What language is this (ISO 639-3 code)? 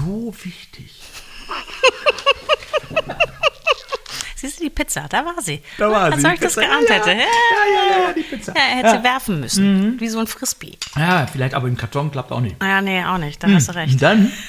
deu